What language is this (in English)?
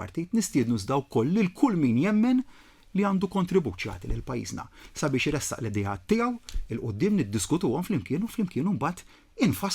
Maltese